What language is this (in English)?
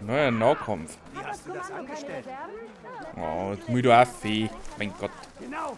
Bavarian